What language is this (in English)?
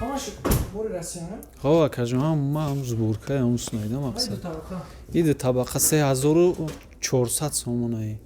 Tajik